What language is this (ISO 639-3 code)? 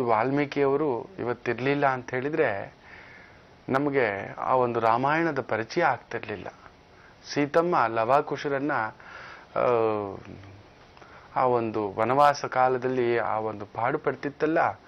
kan